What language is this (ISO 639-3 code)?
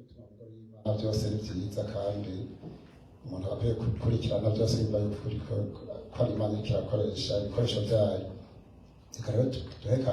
run